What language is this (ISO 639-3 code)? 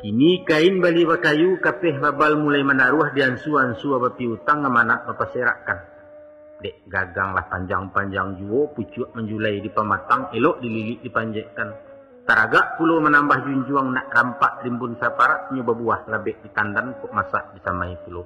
min